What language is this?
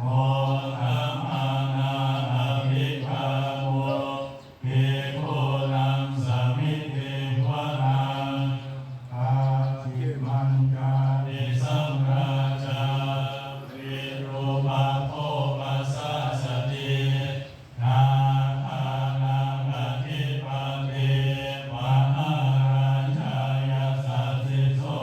Pali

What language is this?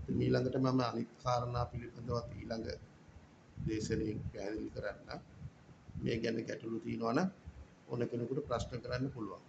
Sinhala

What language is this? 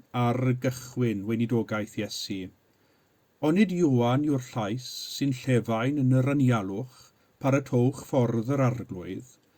Welsh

